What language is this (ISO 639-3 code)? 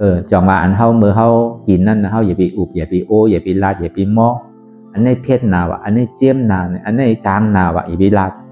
shn